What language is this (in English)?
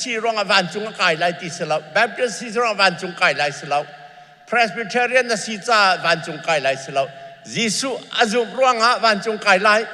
Hakha Chin